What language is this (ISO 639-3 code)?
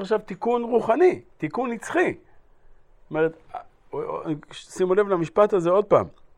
heb